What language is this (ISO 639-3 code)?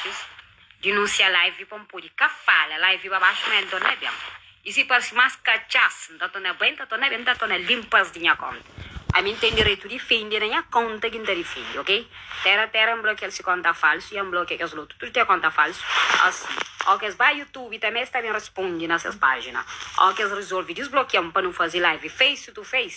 kea